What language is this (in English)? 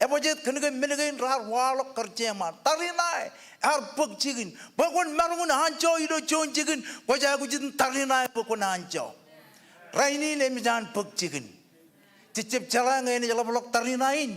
Marshallese